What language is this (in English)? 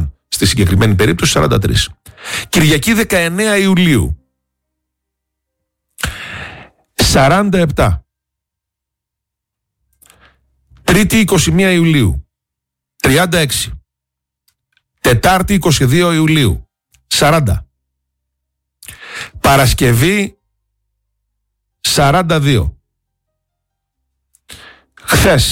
Greek